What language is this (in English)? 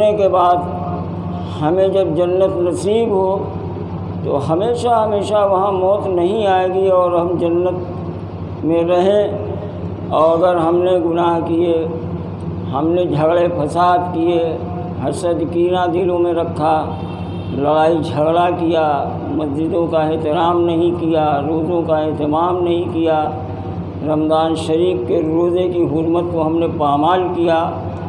Urdu